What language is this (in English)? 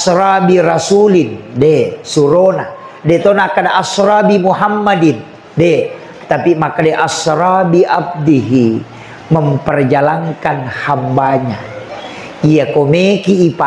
Buginese